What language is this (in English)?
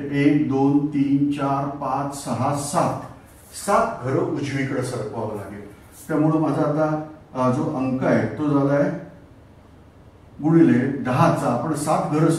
Marathi